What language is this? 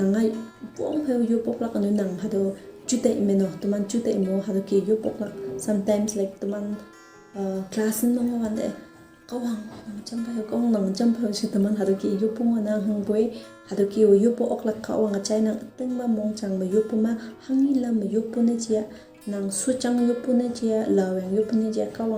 Konyak Naga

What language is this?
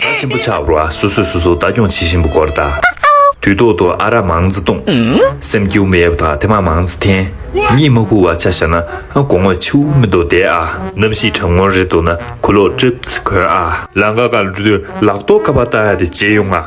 Tibetan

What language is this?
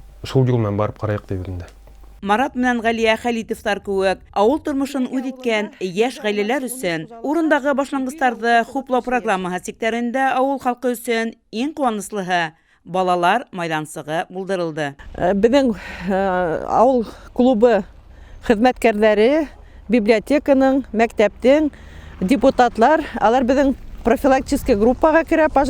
Bashkir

